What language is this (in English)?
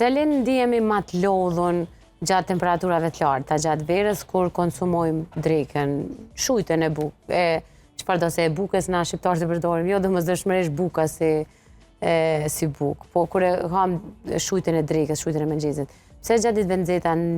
Albanian